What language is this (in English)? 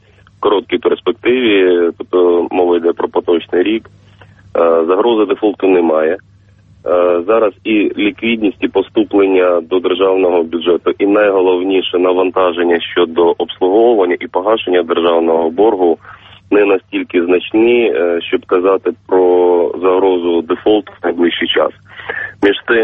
Ukrainian